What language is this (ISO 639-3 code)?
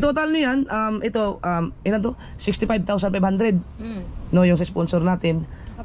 fil